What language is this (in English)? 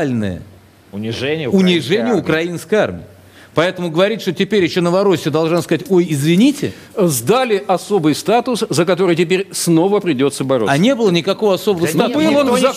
Russian